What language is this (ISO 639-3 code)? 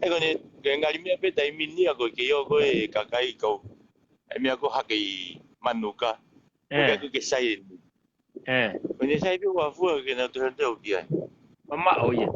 ton